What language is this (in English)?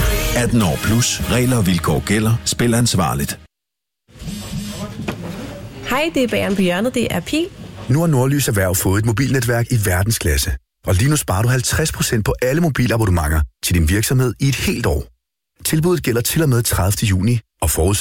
Danish